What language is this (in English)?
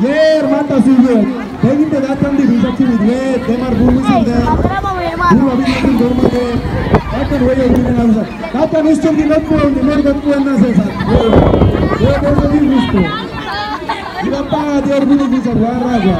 San Blas Kuna